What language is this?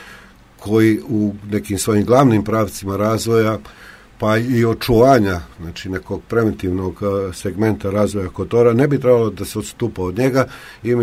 Serbian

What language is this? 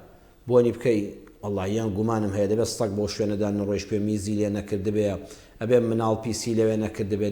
Central Kurdish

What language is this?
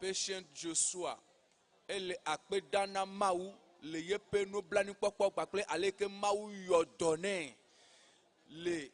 Ewe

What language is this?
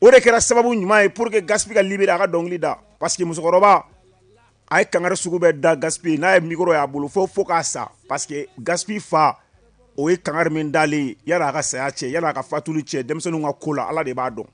Bambara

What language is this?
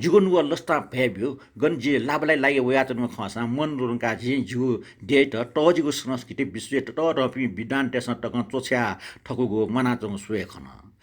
Newari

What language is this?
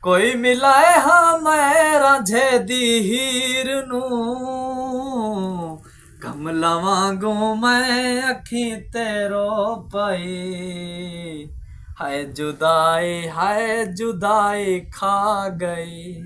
Saraiki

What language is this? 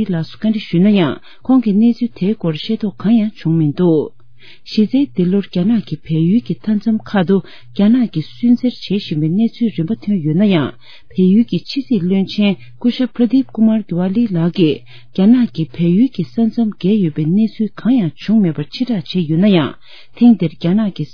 Tibetan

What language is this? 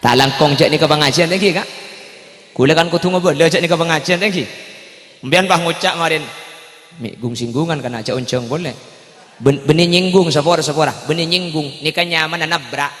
Madurese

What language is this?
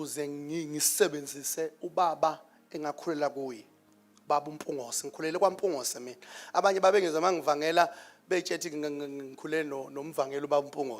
Zulu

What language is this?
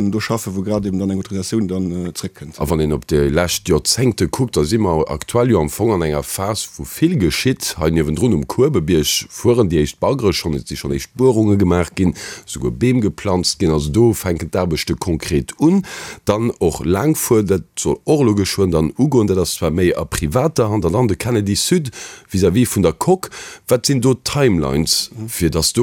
Luxembourgish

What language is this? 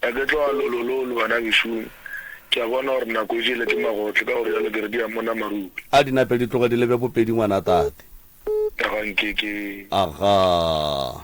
Northern Sotho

